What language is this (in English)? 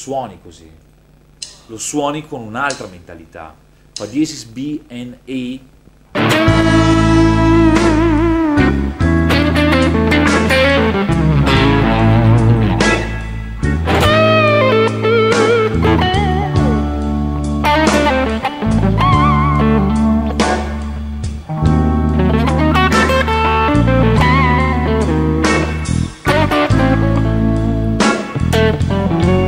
Italian